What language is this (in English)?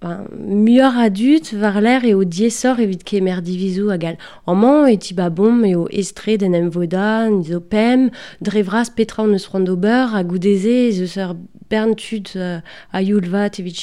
Breton